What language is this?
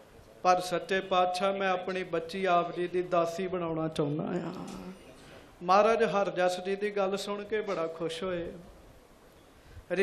Punjabi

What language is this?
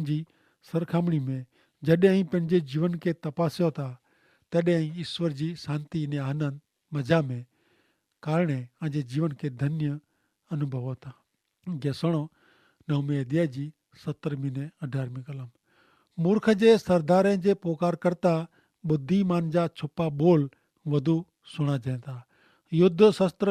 Kachhi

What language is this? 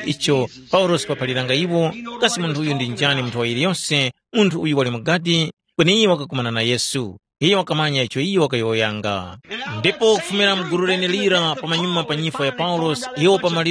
Tumbuka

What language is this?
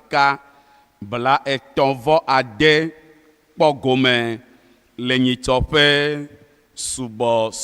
Ewe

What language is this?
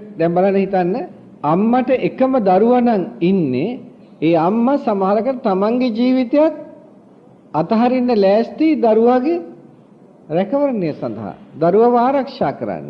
Sinhala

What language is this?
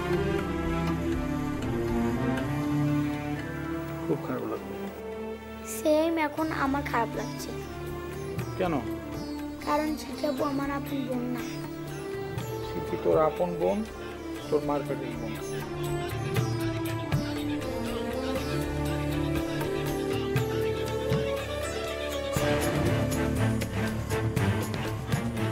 Bangla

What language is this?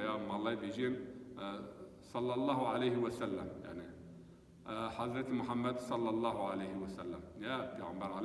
Zaza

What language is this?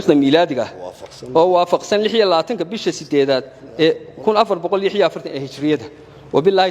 Somali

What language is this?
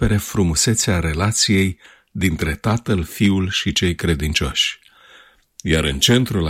Romanian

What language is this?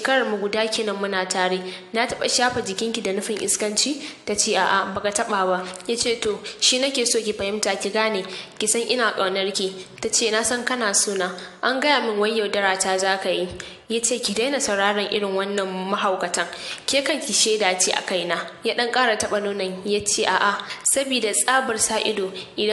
Hausa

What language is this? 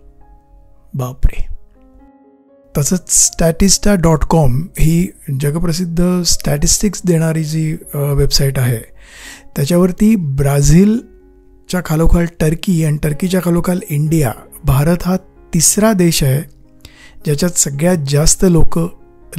Marathi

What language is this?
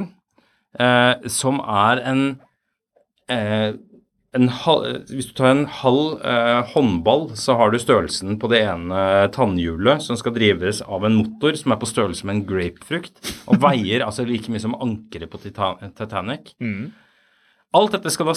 Norwegian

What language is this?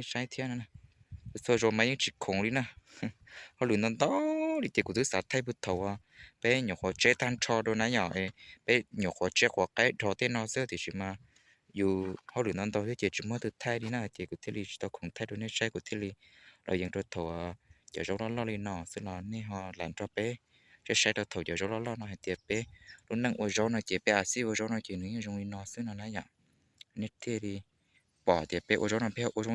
Hmong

